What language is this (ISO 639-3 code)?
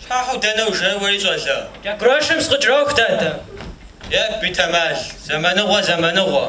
kbd